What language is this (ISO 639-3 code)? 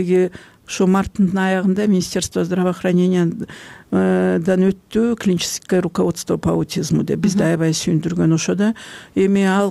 kir